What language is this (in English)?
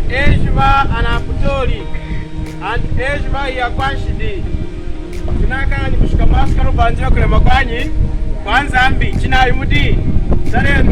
Lunda